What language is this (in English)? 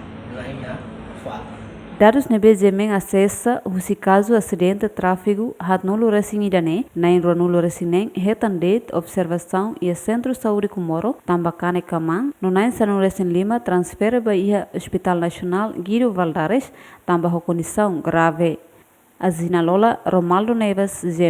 Tetum